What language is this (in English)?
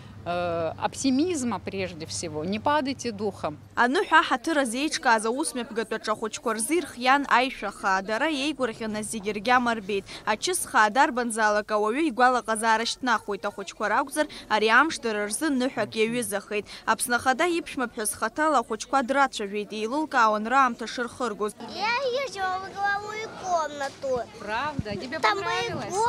Abkhazian